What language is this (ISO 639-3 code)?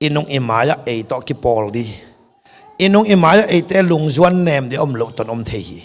ctd